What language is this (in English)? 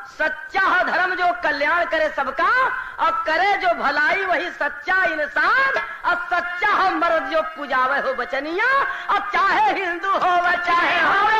Bhojpuri